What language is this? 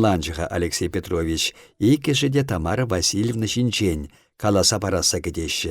Chuvash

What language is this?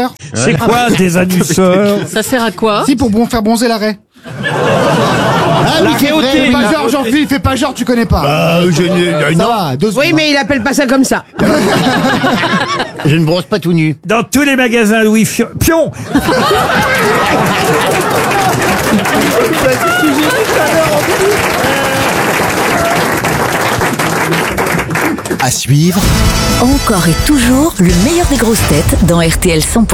French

